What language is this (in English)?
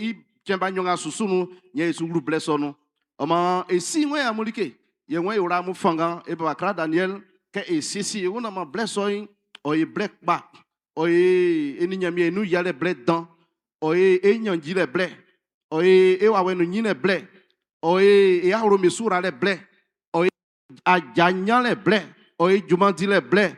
Baoulé